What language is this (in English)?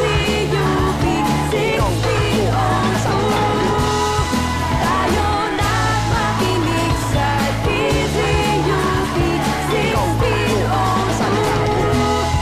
Filipino